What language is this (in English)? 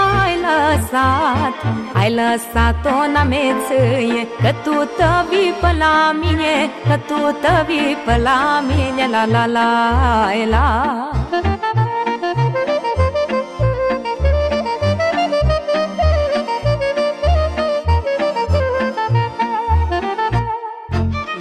Romanian